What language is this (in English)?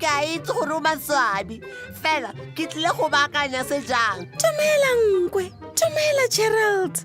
Tswana